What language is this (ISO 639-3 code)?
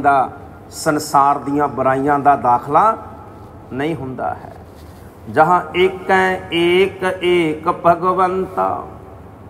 pan